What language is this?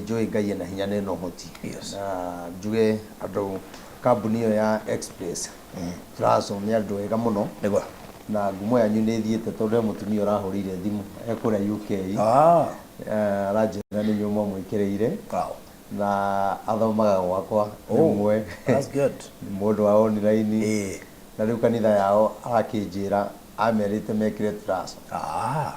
Kikuyu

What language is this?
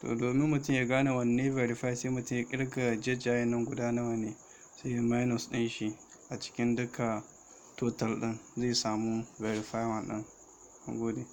Hausa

